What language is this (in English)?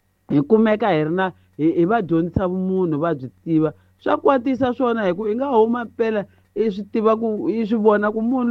Tsonga